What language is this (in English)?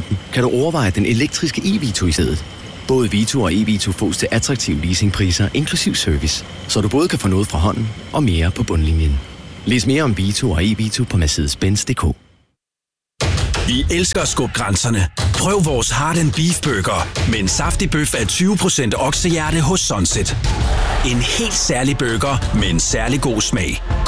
Danish